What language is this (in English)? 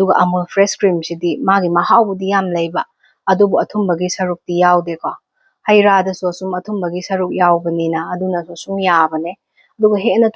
Manipuri